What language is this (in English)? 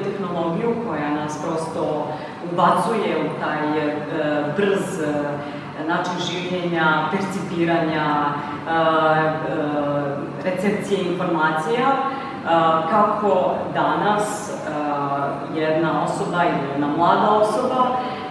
Serbian